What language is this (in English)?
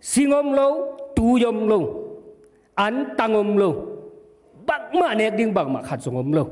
Tedim Chin